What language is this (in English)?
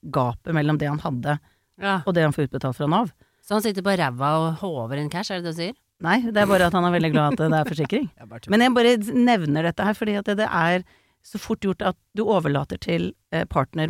Norwegian